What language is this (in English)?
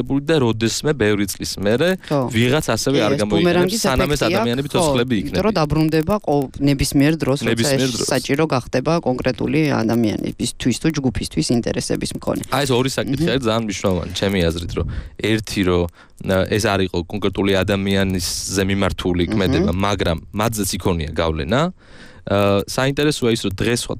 Georgian